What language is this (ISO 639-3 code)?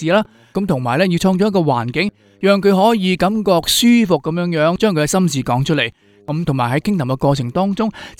yue